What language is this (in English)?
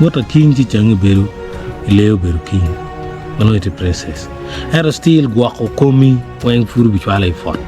Acoli